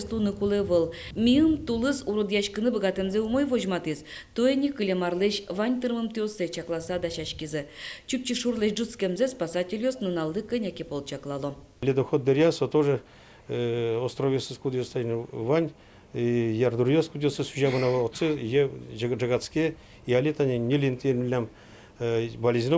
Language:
Udmurt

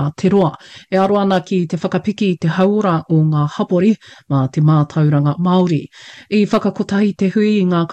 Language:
Māori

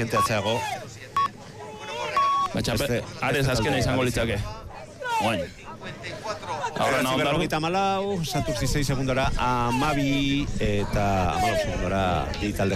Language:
Basque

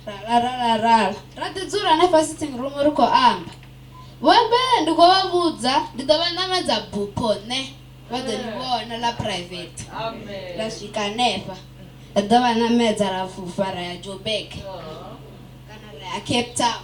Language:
Venda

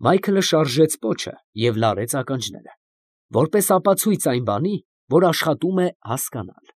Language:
Armenian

